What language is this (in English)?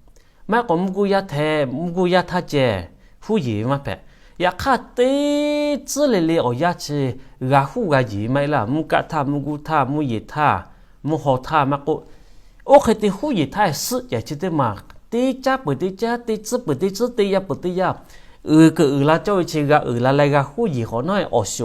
Lahu